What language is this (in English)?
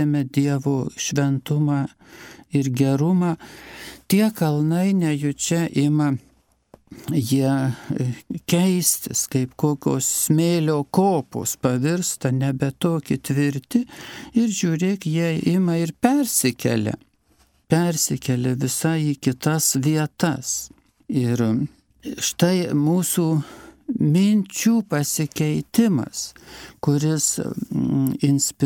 Lithuanian